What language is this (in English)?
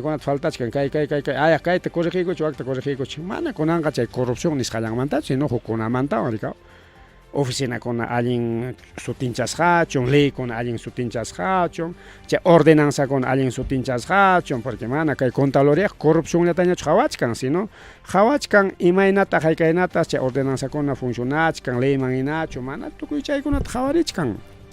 Ayacucho Quechua